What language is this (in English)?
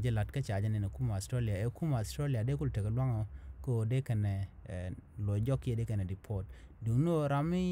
Nuer